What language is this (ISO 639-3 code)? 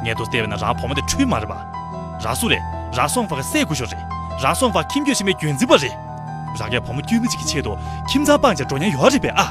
bod